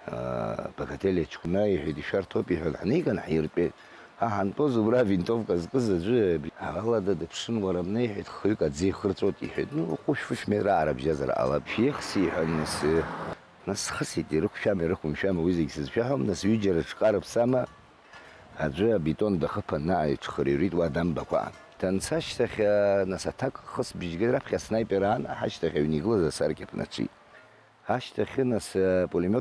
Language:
Abkhazian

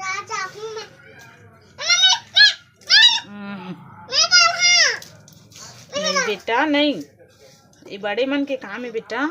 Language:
Chhattisgarhi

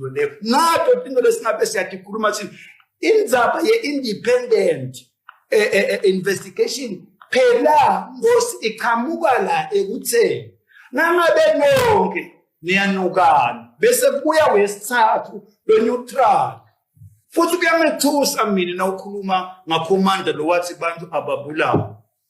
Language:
Swati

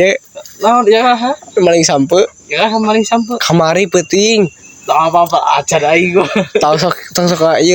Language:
Sundanese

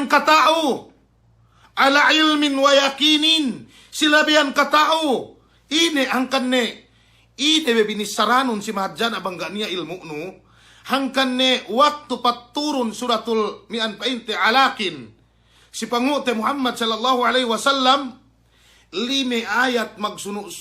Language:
Yakan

